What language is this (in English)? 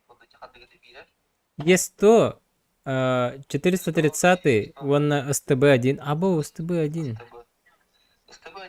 Yakut